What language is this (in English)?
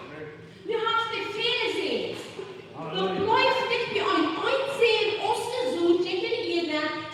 Plautdietsch